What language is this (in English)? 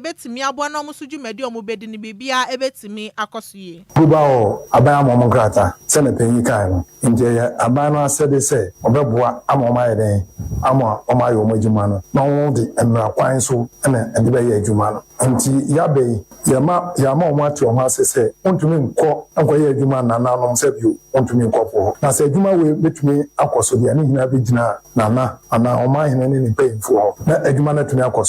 Akan